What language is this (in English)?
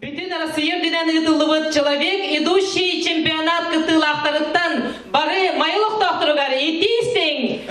Yakut